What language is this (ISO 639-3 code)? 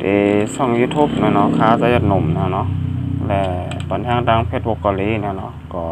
shn